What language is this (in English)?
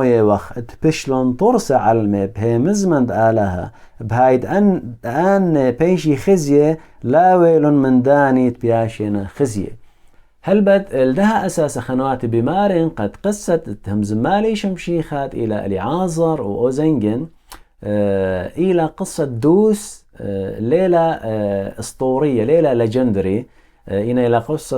Assyrian Neo-Aramaic